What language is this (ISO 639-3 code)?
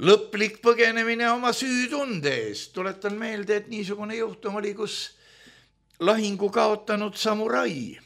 est